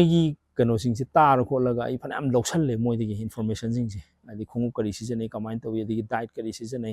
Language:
Manipuri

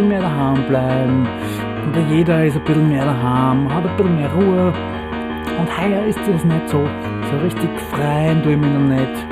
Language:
Bavarian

